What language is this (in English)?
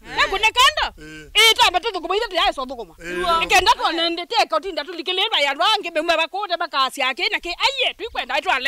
Kamba